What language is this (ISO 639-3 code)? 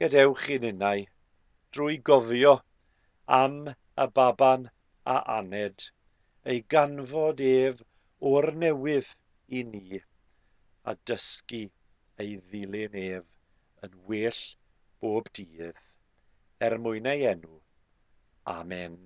cym